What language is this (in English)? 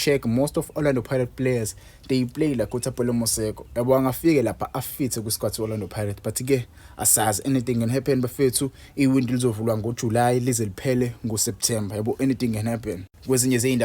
Zulu